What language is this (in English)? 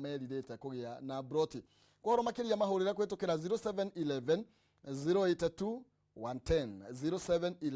Kikuyu